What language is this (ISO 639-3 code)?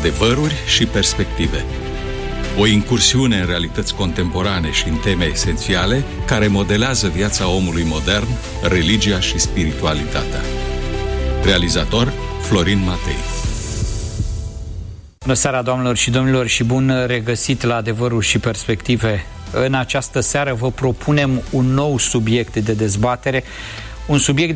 ron